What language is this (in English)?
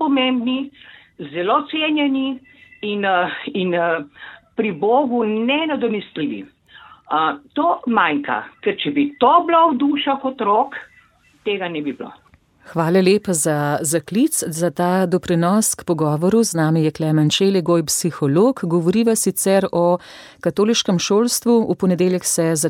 Slovenian